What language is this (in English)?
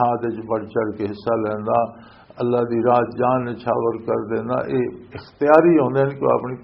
Western Panjabi